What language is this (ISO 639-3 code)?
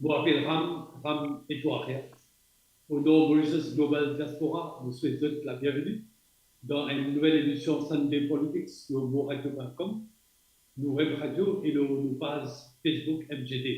mfe